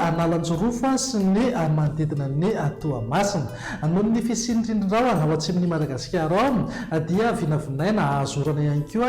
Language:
Malagasy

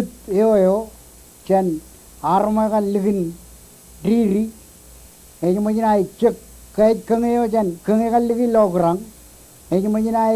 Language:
Marshallese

